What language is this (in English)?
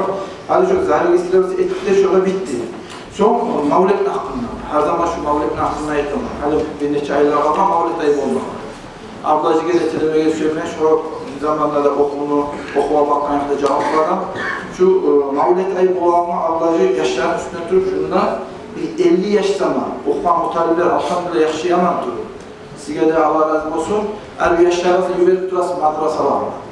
Kumyk